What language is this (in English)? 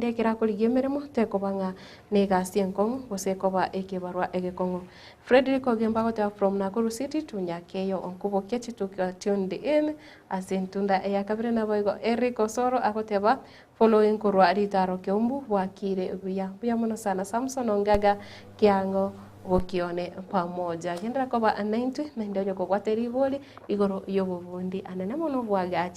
Gusii